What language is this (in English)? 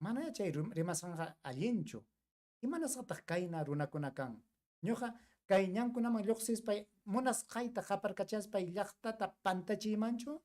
Ayacucho Quechua